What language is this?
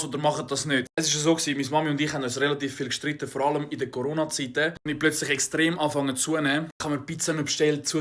Swiss German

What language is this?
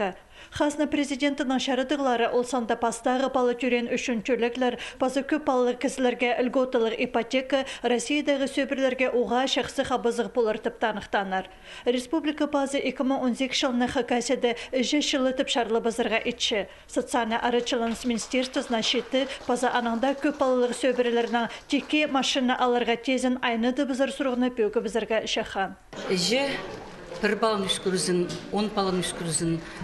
Khakas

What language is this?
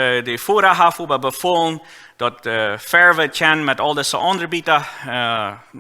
Plautdietsch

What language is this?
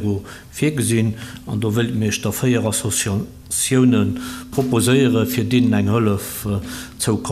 Luxembourgish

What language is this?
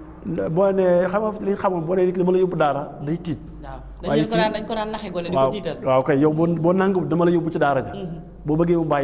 Wolof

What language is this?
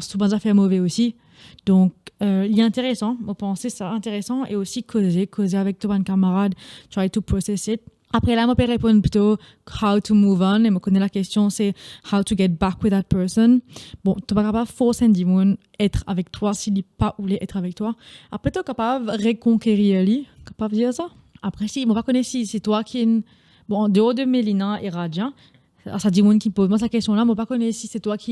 Morisyen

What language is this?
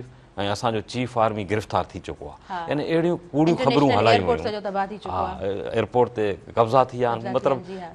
Sindhi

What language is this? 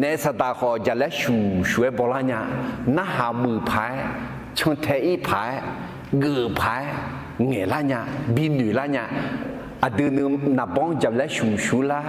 Akha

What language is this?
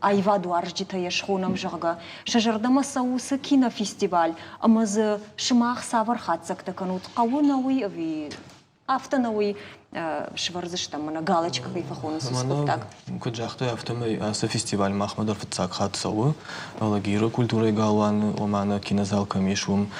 Ossetic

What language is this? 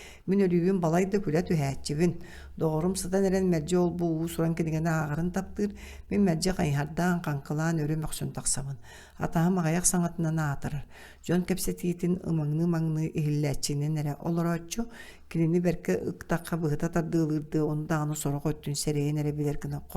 Yakut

